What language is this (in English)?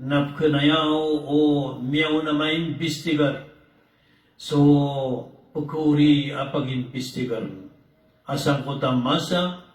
Maranao